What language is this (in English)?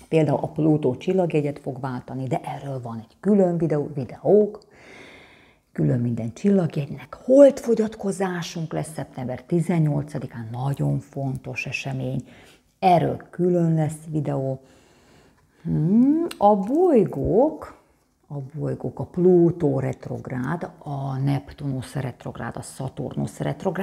Hungarian